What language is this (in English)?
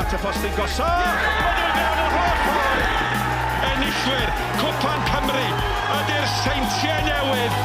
Welsh